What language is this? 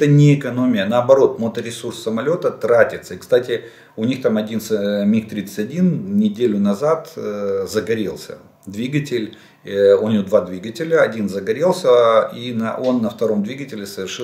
Russian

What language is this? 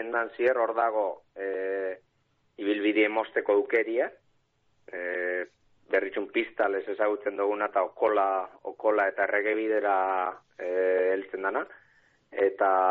Basque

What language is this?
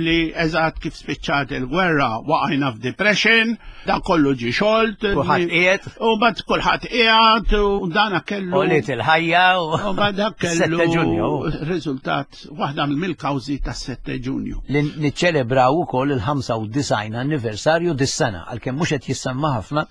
Maltese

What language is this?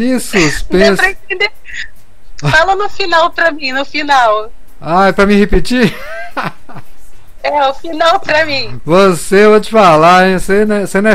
Portuguese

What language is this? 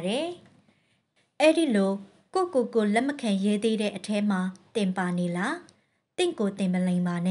Burmese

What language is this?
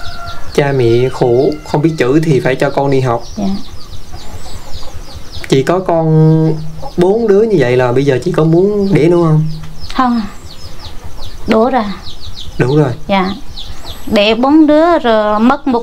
Vietnamese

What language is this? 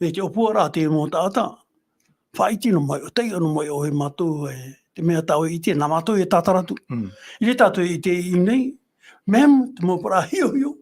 Tahitian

